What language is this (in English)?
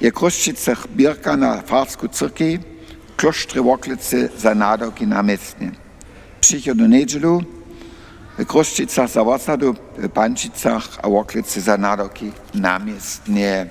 Upper Sorbian